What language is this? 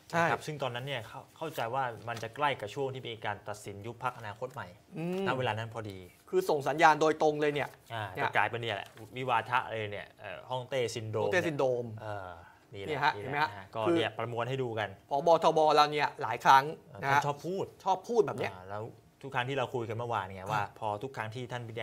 Thai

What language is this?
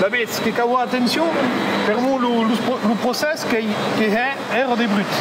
Occitan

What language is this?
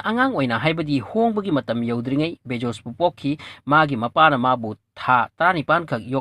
Manipuri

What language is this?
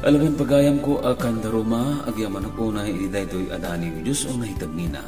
Iloko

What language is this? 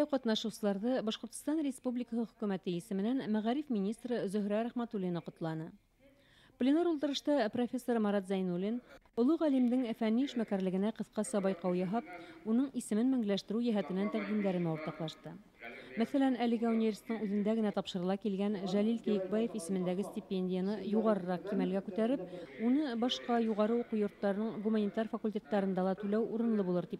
Bashkir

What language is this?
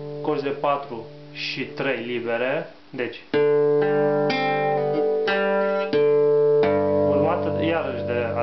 Romanian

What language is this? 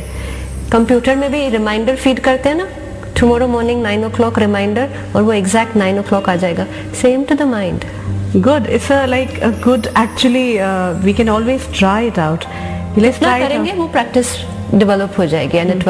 Hindi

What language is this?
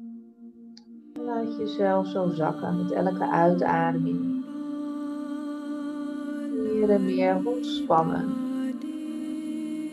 Dutch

